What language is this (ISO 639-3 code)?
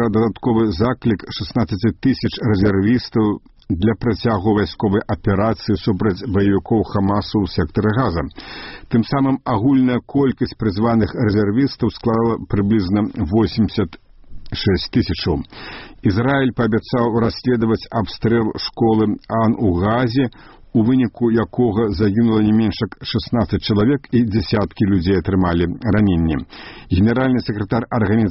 bel